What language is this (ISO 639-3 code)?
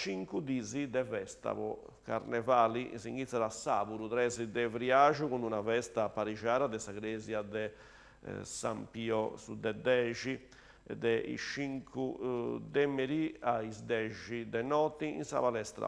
srd